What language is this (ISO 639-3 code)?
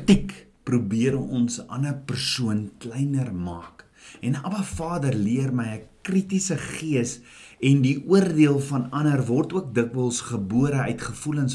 afr